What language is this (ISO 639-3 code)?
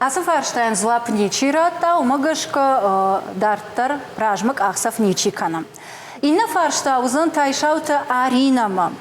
oss